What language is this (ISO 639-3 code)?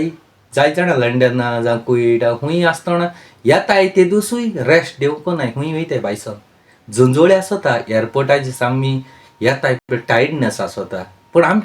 kok